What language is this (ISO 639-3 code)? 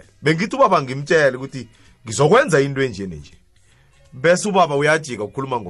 nbl